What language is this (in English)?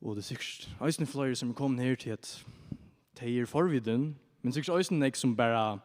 Faroese